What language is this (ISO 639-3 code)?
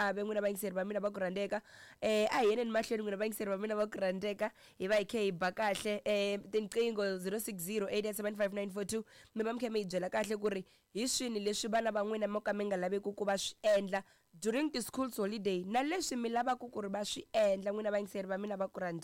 tso